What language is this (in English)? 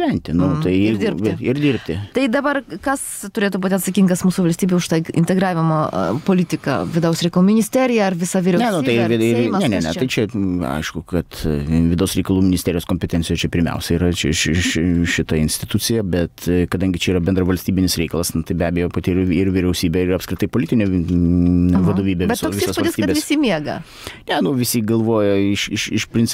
Lithuanian